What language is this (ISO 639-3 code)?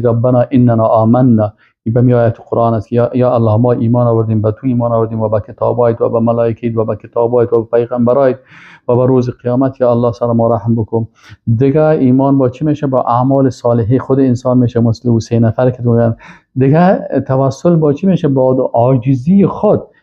fas